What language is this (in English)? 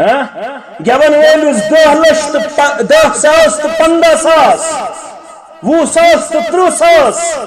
Kashmiri